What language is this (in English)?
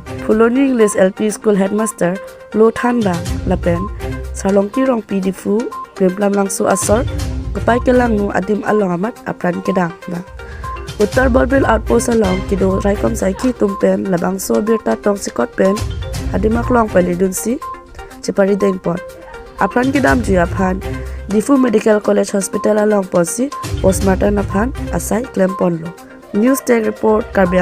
Karbi